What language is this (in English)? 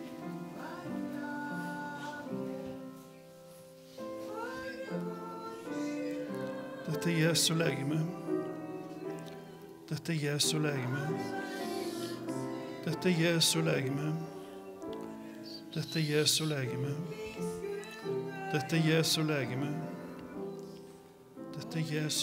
Norwegian